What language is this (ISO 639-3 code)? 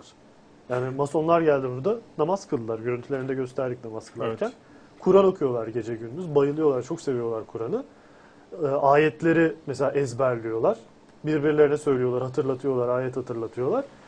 tur